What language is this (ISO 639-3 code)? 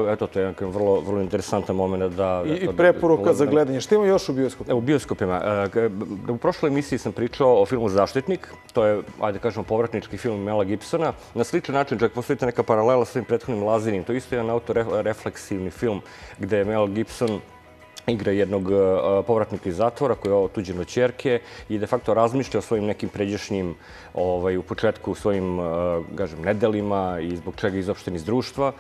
srp